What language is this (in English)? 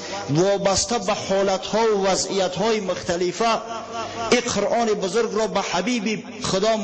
Tajik